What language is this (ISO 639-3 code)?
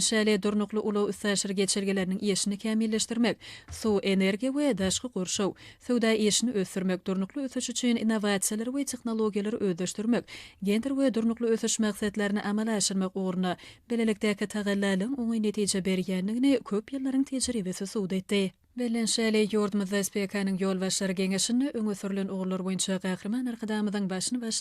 tuk